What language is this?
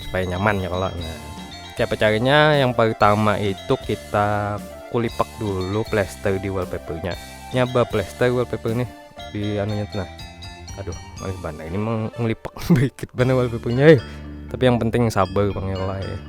Banjar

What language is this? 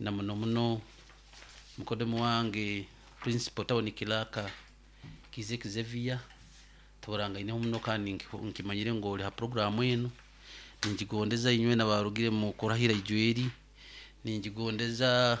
Nyoro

